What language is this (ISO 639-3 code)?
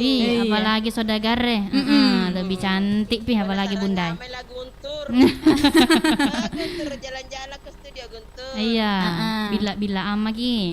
bug